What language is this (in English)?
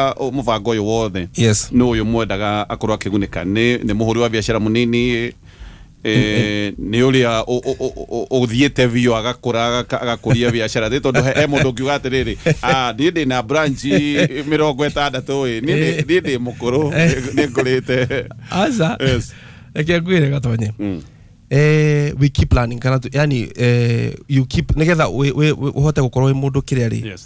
Kikuyu